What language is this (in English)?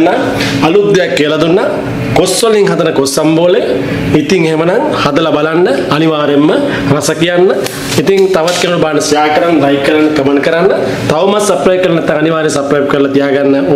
Sinhala